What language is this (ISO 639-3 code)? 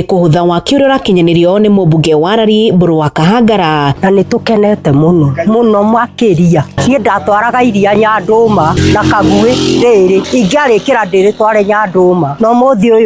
kik